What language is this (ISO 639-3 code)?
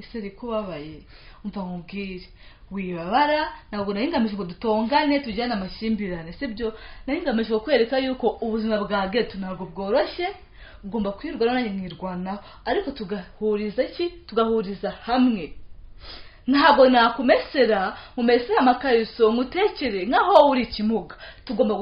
kin